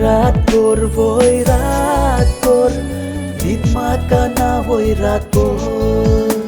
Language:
Konkani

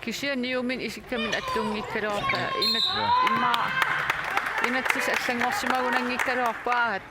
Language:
Kalaallisut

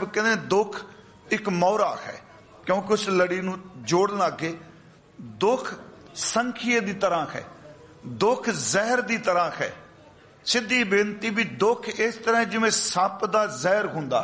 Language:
Punjabi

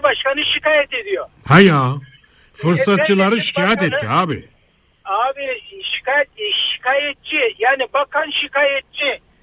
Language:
Turkish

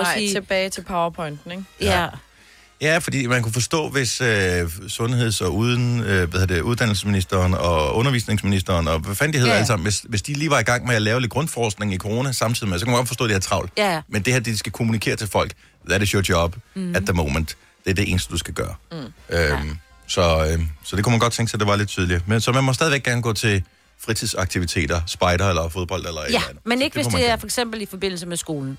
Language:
Danish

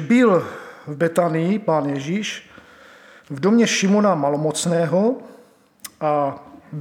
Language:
Czech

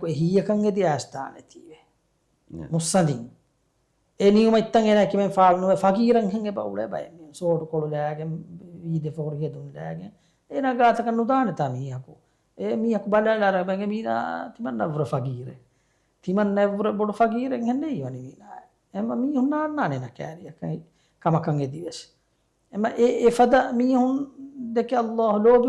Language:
Divehi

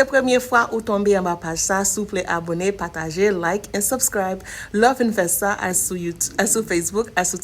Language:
Haitian Creole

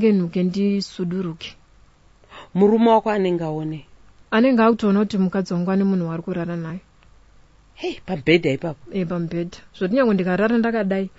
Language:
Shona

